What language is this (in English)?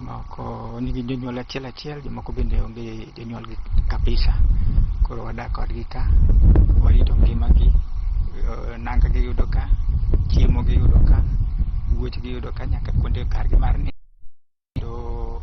Luo (Kenya and Tanzania)